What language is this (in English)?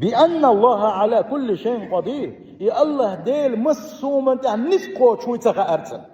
Chechen